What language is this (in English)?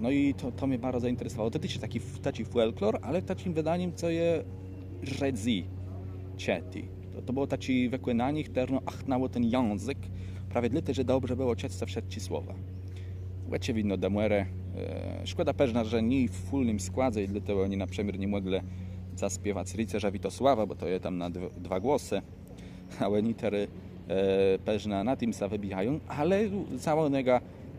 Kashubian